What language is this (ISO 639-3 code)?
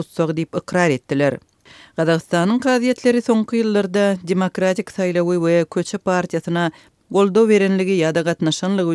tuk